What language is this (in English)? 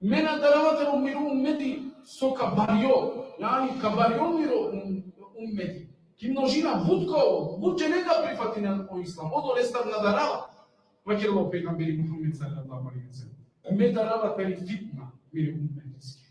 Balkan Romani